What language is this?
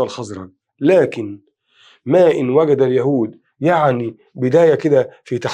Egyptian Arabic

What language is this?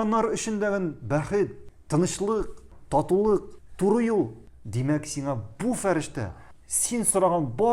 Tatar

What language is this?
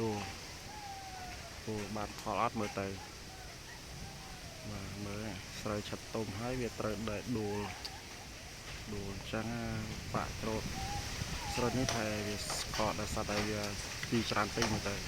Khmer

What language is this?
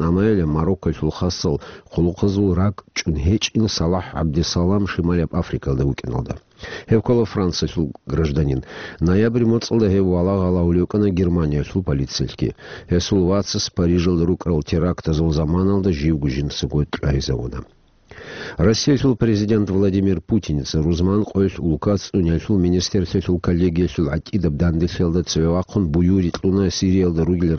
Avaric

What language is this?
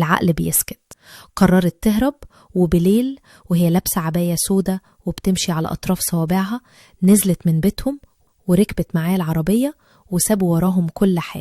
Egyptian Arabic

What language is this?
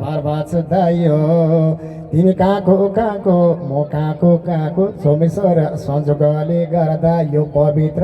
Nepali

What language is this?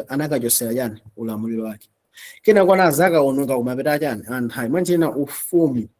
Nyanja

